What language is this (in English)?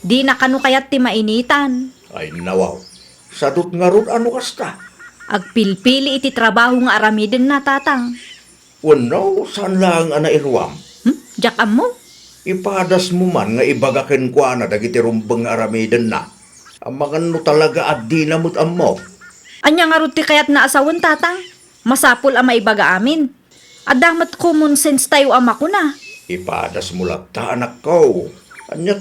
Iloko